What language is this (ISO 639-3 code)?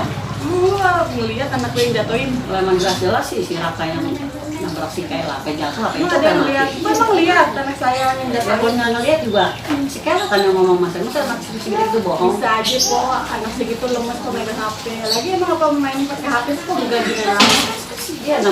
bew